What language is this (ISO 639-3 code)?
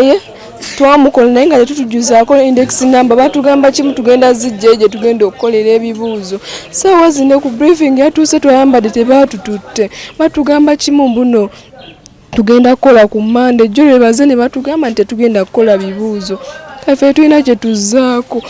lug